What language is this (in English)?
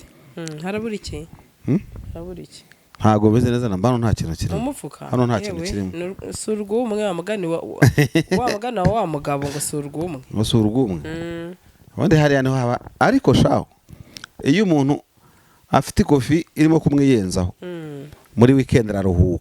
Kinyarwanda